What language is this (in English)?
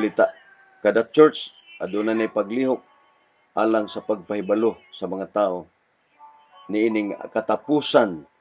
Cebuano